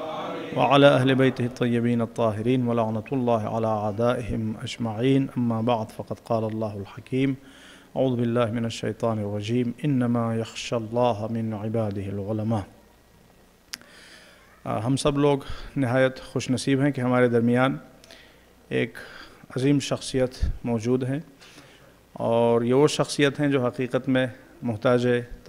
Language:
Urdu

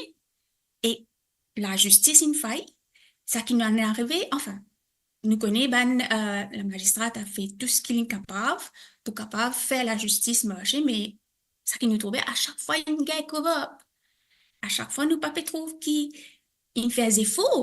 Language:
Morisyen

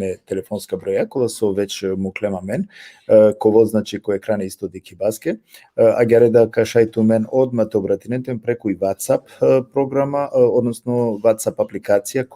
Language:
Balkan Romani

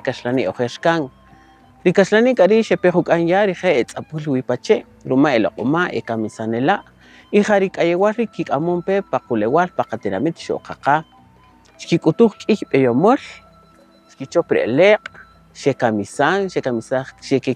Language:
Kaqchikel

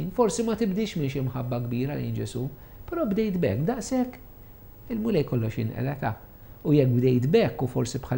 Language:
Maltese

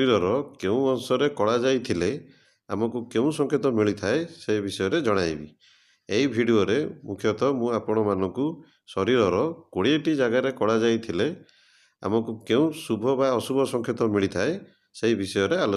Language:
Odia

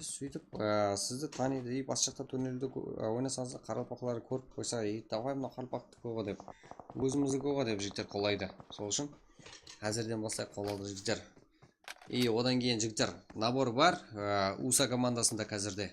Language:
Kara-Kalpak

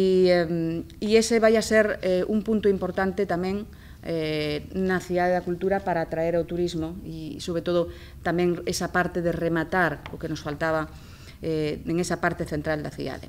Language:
Galician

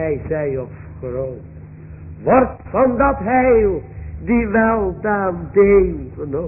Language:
Dutch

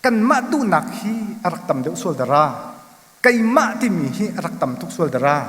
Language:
Hakha Chin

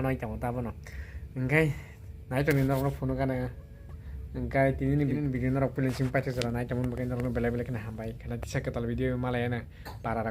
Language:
Kok Borok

